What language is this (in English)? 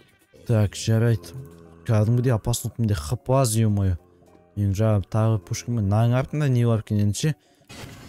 Kazakh